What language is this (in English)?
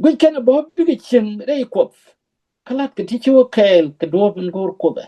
Nuer